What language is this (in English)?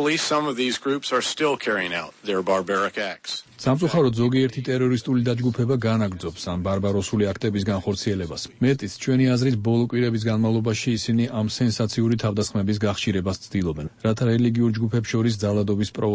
Georgian